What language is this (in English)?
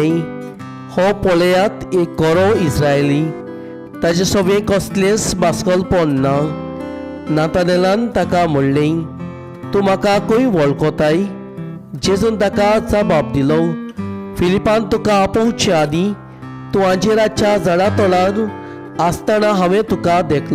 Konkani